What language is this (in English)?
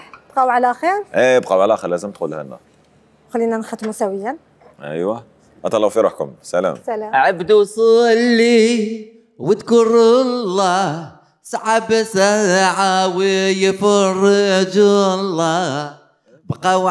Algerian Arabic